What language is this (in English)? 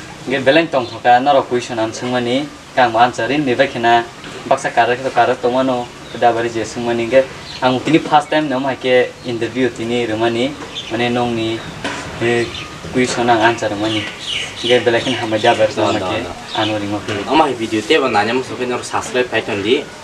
Kok Borok